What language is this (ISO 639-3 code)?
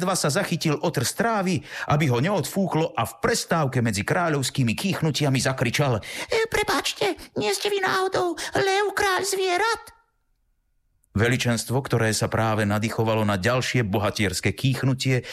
slk